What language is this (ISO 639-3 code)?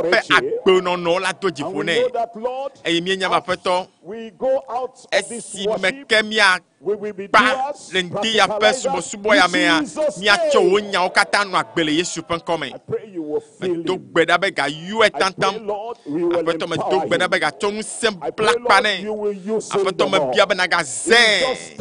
ewe